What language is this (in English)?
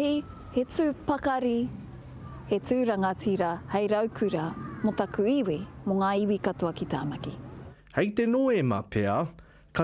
Māori